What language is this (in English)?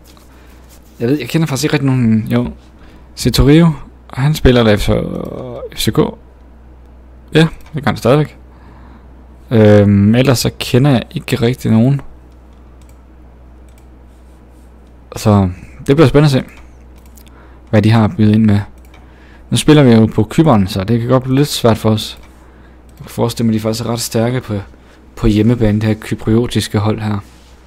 Danish